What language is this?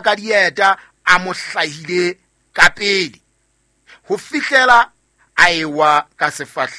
Southern Sotho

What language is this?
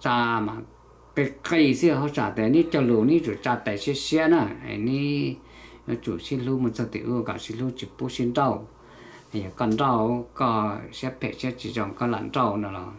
Hmong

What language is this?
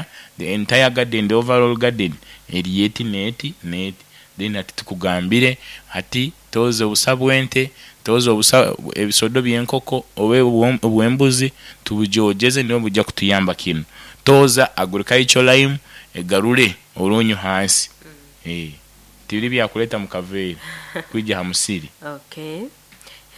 Nyoro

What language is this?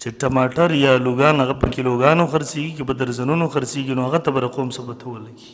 Pashto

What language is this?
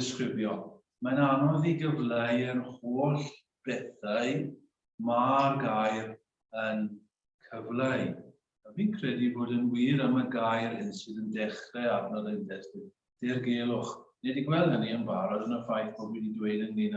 Welsh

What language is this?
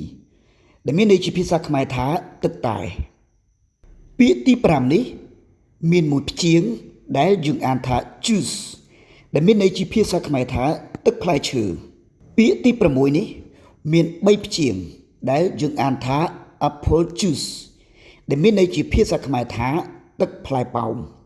Khmer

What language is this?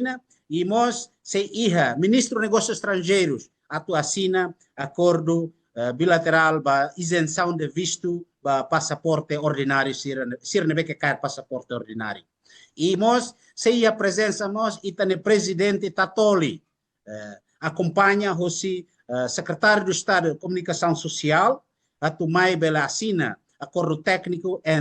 Tetum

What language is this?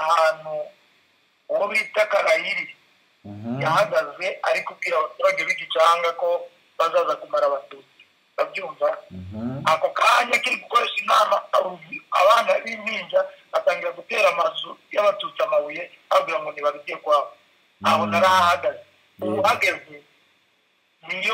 Kinyarwanda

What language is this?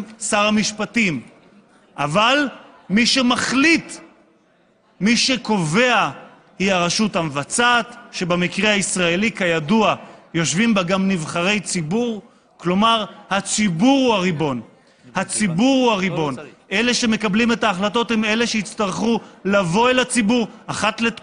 Hebrew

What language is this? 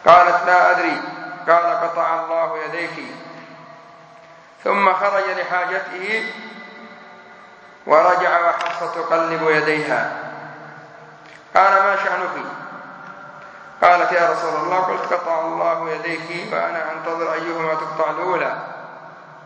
Arabic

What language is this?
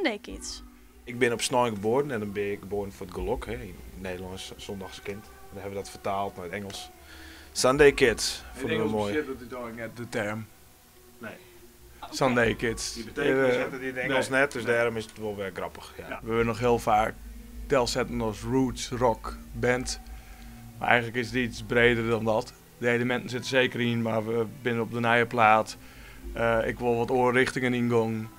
Western Frisian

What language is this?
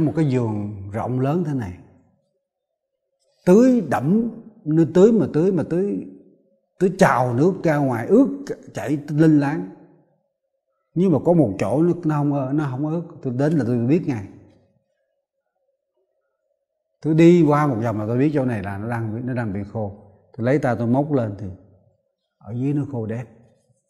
Vietnamese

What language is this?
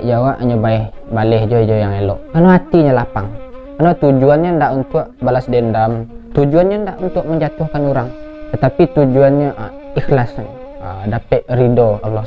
Minangkabau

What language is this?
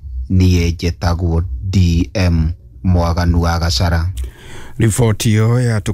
Kikuyu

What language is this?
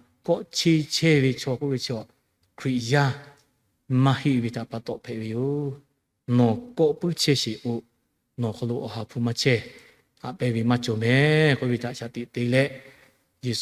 Lahu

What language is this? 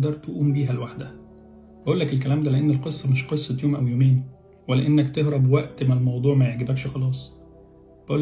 Egyptian Arabic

